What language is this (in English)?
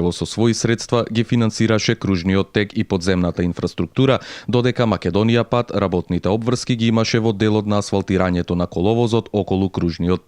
Macedonian